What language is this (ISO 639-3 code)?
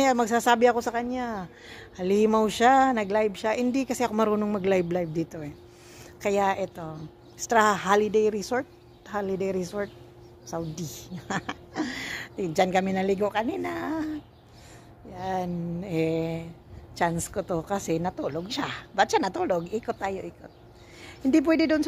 fil